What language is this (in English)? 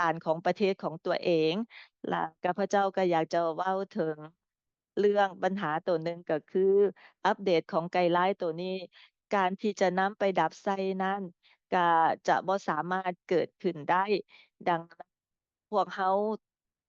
Lao